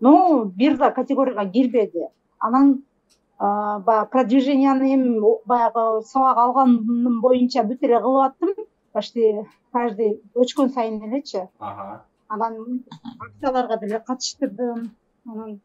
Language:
Kyrgyz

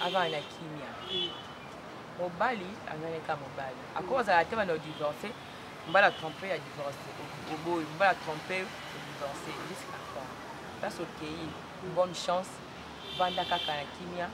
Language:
Lingala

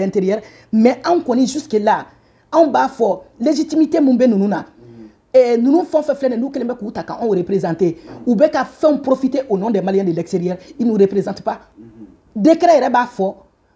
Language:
Bambara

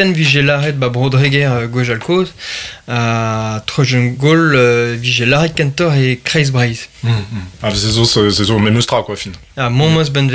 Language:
Breton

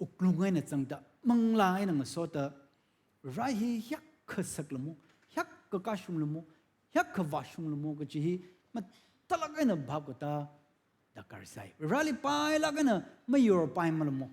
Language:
Tangkhul Naga (India)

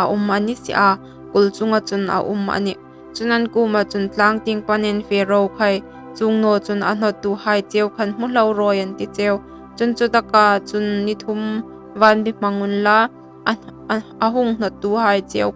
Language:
Hmar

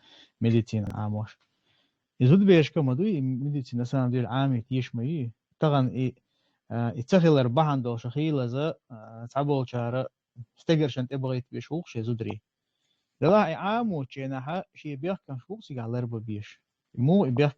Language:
Chechen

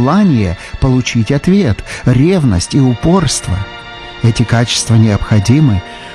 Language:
Russian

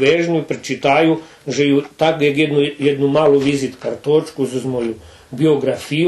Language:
Rusyn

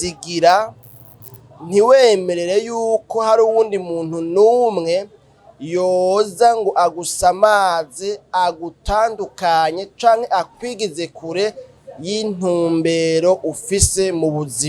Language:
Rundi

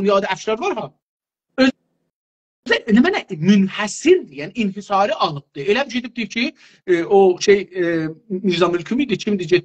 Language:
South Azerbaijani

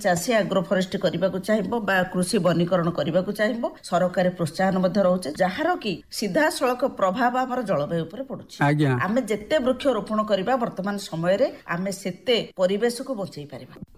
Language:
Odia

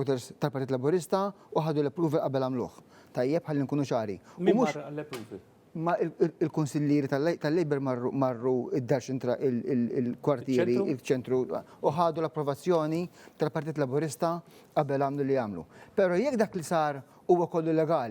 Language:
Maltese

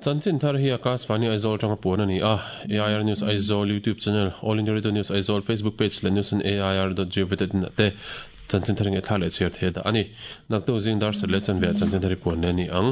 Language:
Mizo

